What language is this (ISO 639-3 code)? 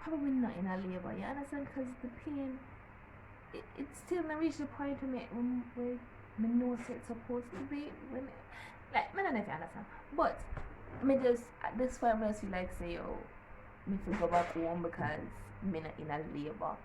jam